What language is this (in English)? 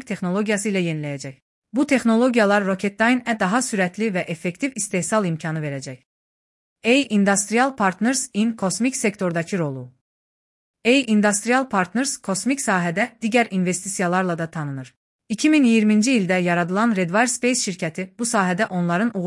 Azerbaijani